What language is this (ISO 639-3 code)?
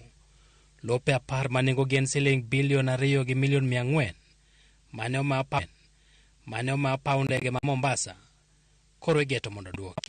luo